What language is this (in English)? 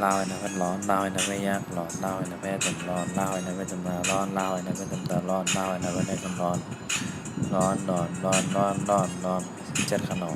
Shan